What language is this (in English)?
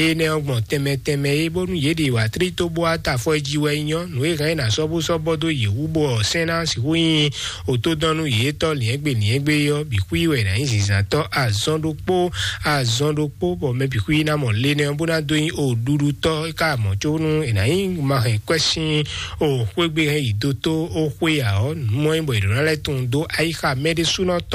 Fon